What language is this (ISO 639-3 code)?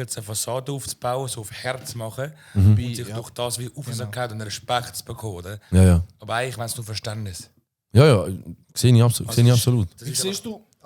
gsw